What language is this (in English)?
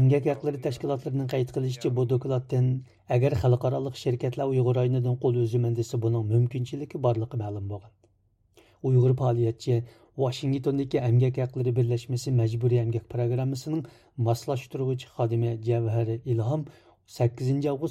Uyghur